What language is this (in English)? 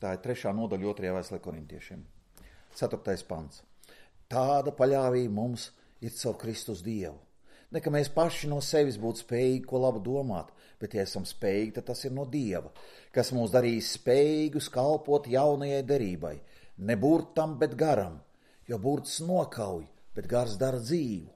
Latvian